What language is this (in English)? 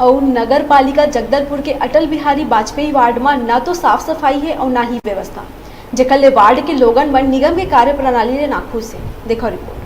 Chhattisgarhi